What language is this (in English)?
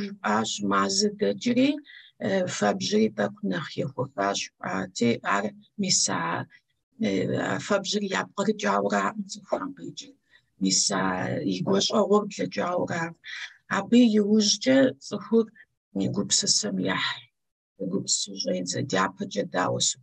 Kabardian